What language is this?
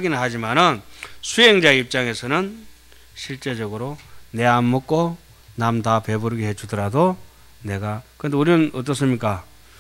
Korean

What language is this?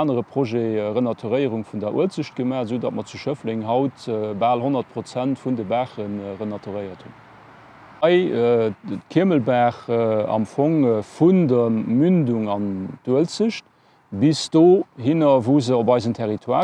Luxembourgish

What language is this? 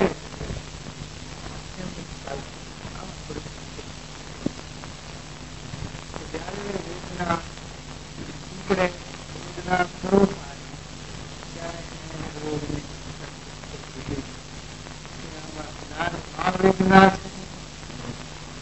Gujarati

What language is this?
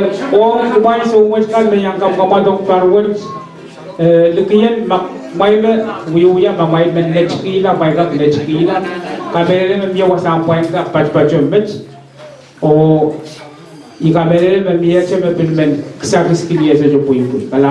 Pohnpeian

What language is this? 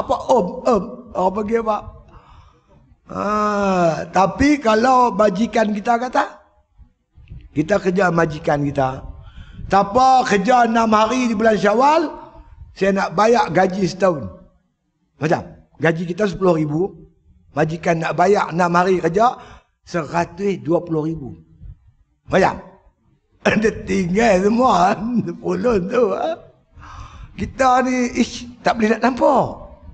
Malay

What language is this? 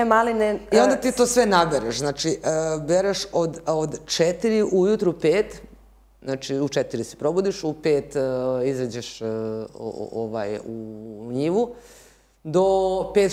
Serbian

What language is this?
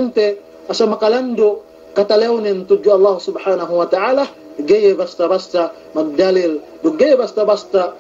Yakan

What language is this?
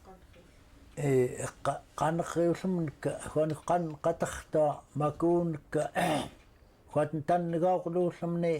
Central Yupik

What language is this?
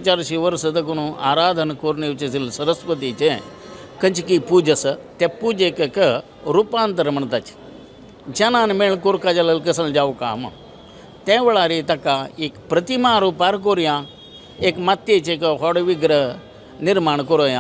Konkani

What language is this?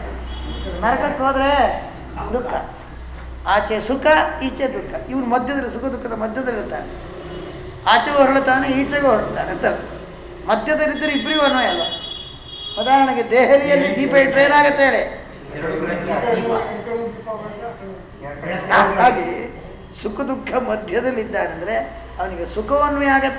Kannada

